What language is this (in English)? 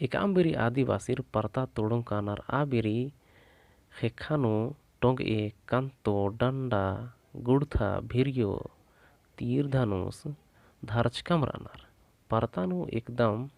Kurukh